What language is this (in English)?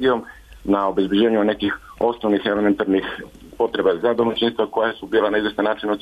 Serbian